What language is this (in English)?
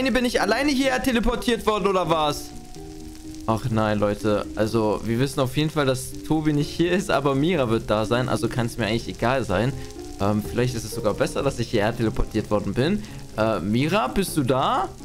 German